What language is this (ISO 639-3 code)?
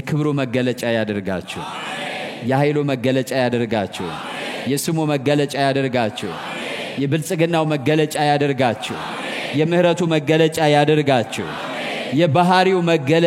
amh